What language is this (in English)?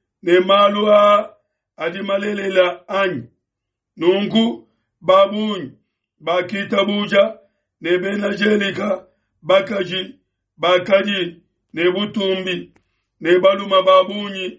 Luba-Lulua